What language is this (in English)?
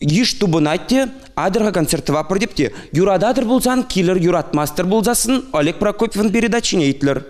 Chuvash